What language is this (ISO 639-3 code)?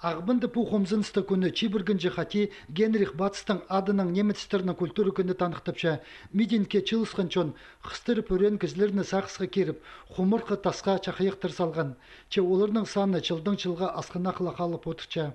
kjh